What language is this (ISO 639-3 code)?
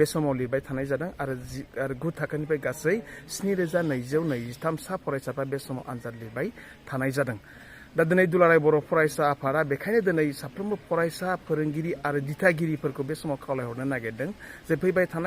brx